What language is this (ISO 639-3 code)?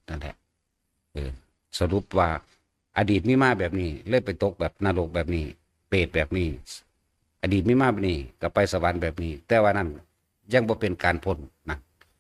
tts